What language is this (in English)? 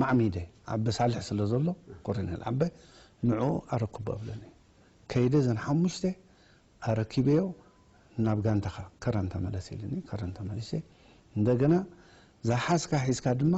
Tigrinya